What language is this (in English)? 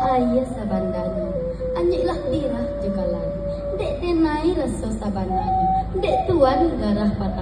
Minangkabau